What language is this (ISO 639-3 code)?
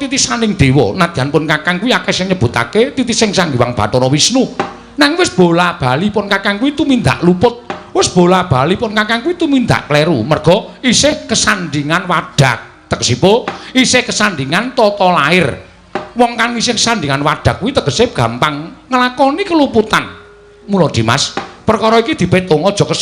jav